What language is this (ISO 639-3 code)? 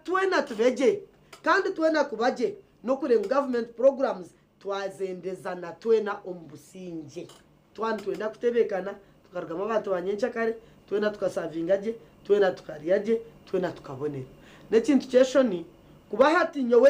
nyn